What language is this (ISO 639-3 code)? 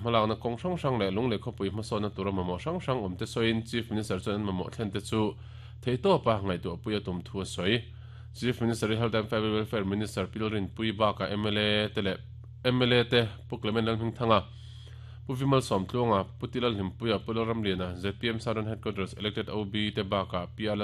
lus